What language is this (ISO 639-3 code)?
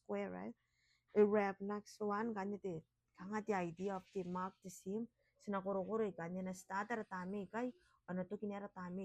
gil